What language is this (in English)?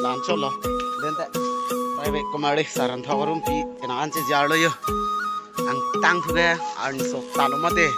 Karbi